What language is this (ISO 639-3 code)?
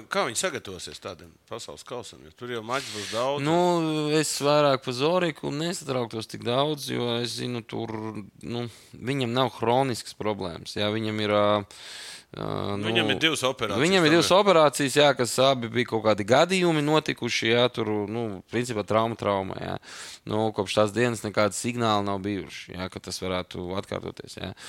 lav